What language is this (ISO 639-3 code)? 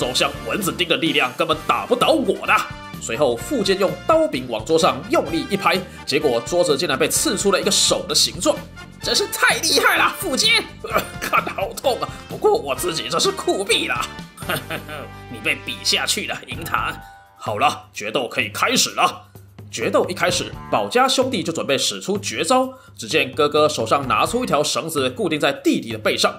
zho